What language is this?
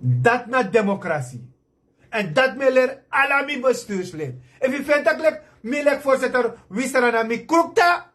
Sranan Tongo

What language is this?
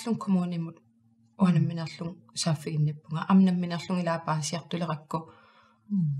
Kalaallisut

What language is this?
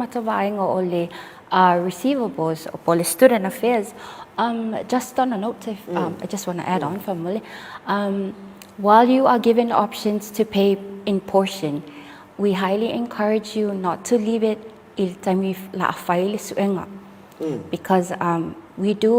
Samoan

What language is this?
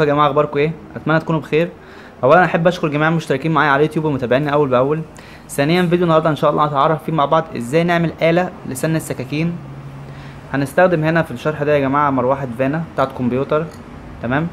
Egyptian Arabic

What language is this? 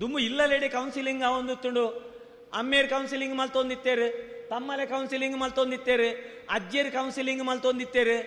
Tulu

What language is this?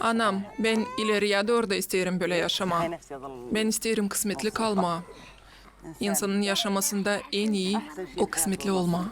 Gagauz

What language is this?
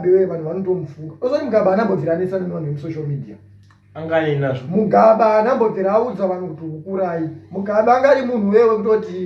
Shona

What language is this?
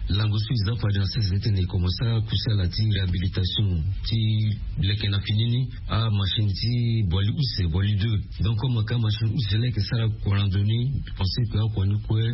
Sango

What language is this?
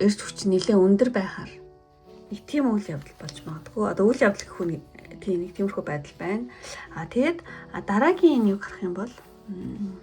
Mongolian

